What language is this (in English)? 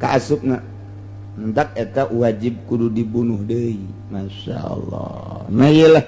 Sundanese